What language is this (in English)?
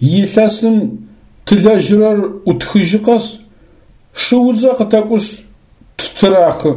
Adyghe